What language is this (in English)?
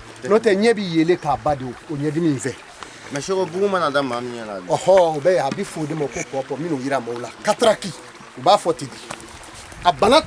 Bambara